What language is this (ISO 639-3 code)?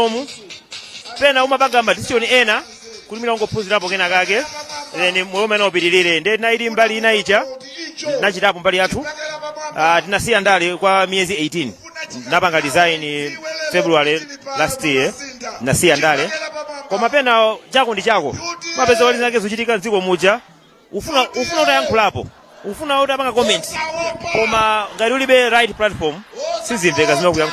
nya